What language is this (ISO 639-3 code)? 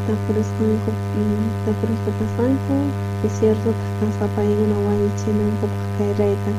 quh